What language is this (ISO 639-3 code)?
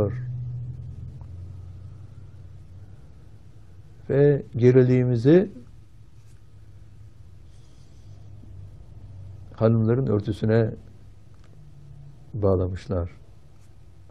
tur